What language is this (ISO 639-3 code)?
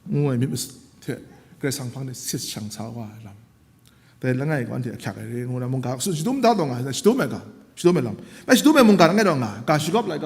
kac